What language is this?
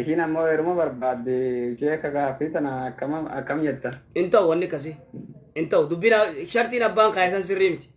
Oromo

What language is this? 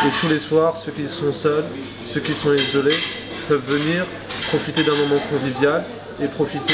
French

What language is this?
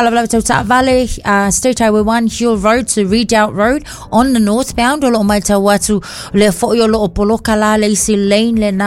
Samoan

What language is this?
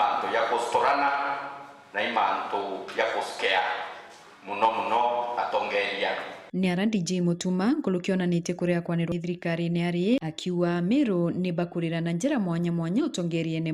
Meru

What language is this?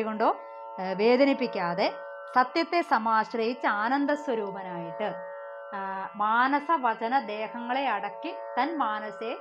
Malayalam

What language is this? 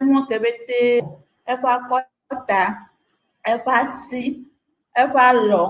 Ewe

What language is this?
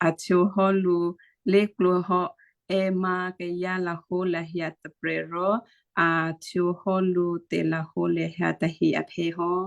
Western Kayah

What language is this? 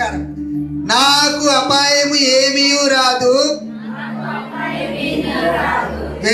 Telugu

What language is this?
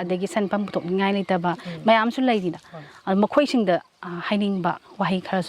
Manipuri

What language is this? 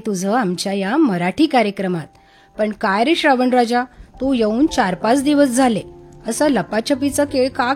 Marathi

